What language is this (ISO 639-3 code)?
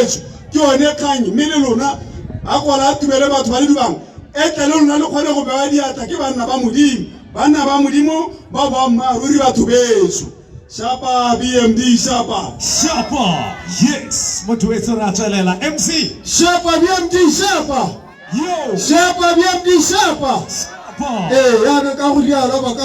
tsn